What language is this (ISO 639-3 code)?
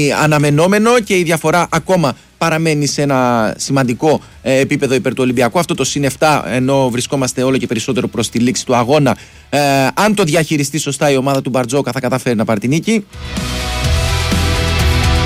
ell